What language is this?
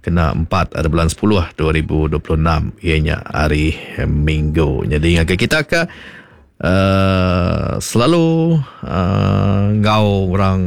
Iban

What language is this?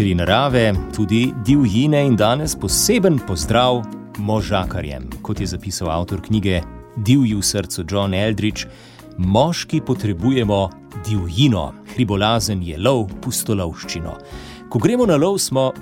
Slovenian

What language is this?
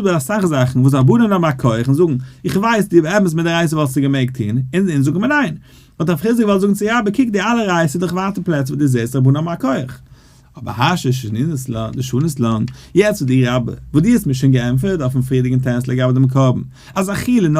Yiddish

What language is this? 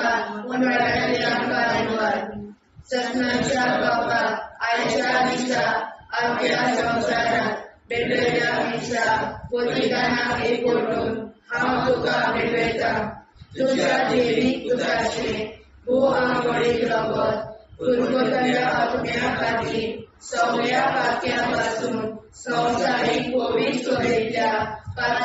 Konkani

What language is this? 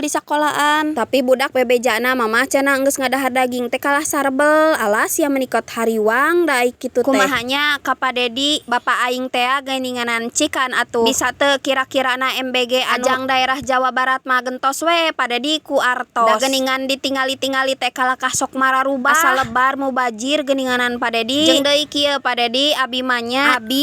Sundanese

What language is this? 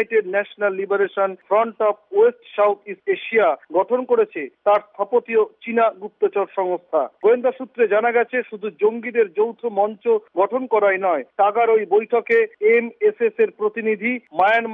Bangla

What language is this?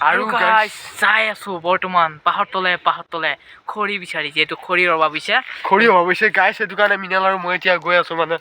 Assamese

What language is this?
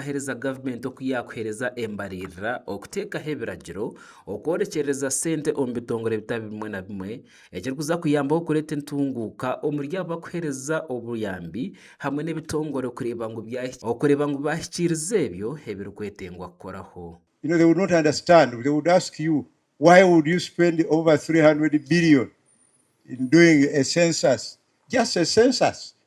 Nyankole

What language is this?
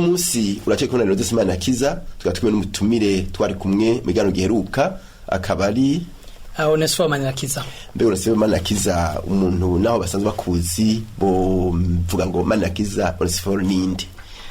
Rundi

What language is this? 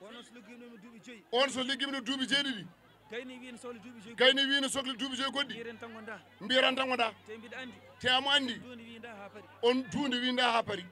Fula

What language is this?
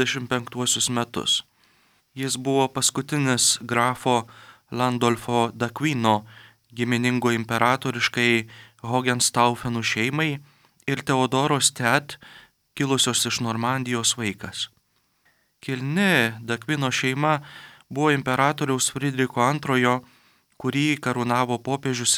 Lithuanian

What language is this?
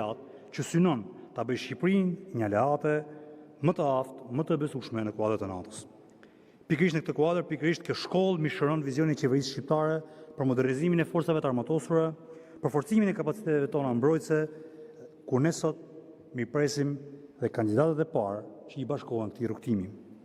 Albanian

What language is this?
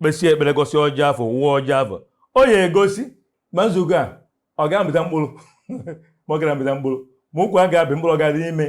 Igbo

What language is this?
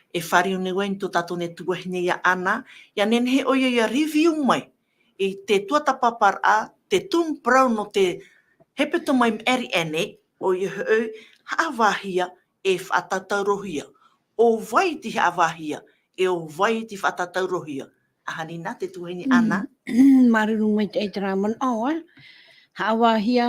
Tahitian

